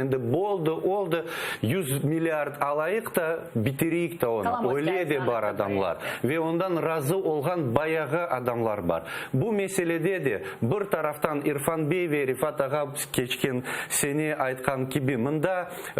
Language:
Crimean Tatar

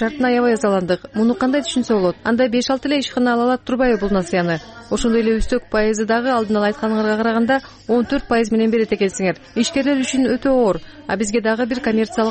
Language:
Kyrgyz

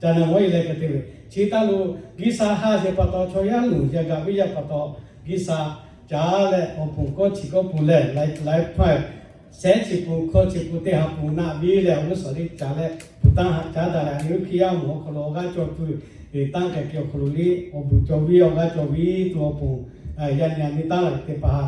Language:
Lahu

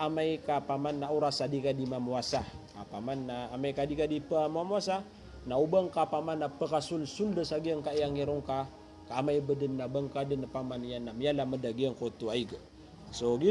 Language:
Maranao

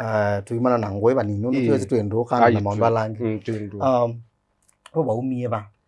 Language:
Kamba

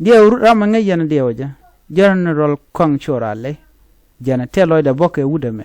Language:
Nuer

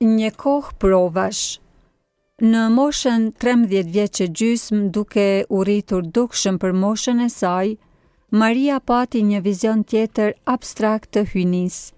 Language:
Albanian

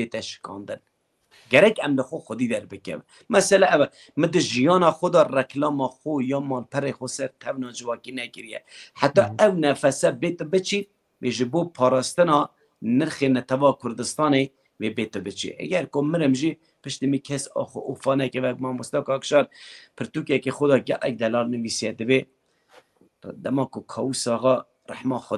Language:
Kurdish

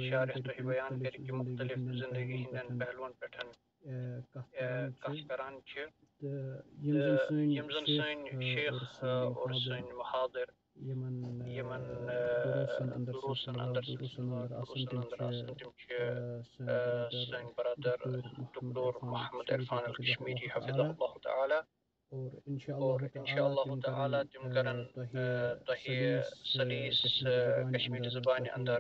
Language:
Kashmiri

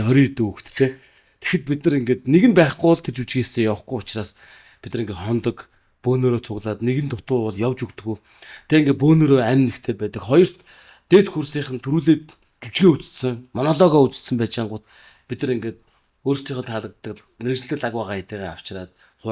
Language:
Mongolian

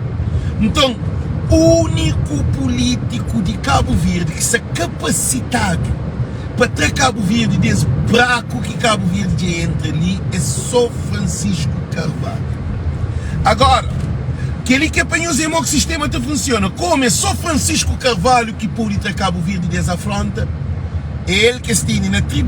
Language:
Kabuverdianu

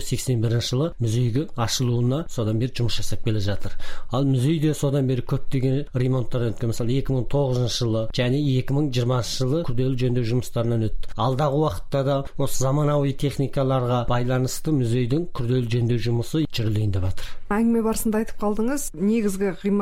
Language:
Kazakh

